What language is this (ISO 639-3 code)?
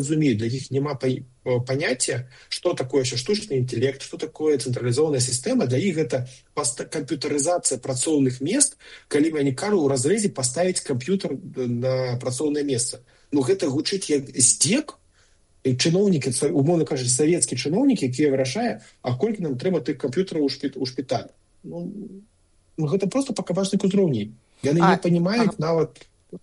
bel